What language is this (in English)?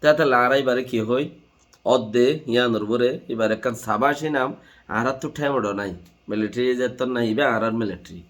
Rohingya